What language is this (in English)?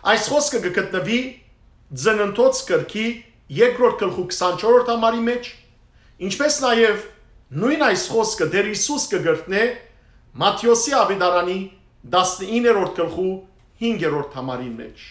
Western Armenian